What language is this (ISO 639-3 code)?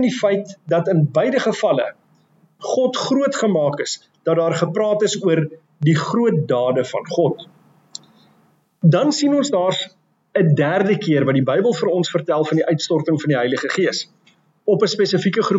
afr